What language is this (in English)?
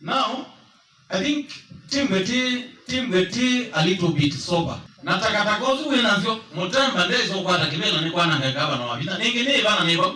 Kamba